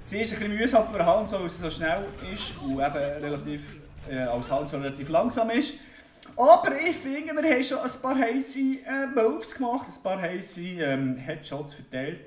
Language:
Swiss German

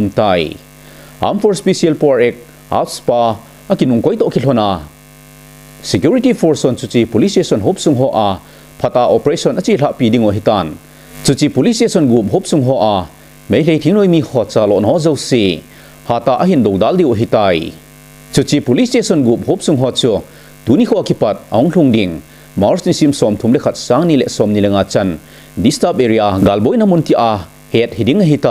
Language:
Thado Chin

